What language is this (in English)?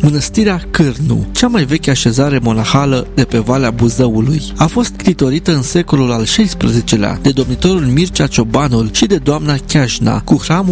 Romanian